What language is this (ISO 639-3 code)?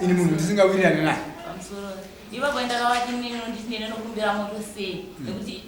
sna